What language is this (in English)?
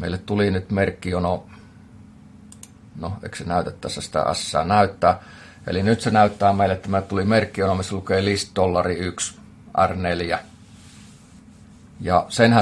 Finnish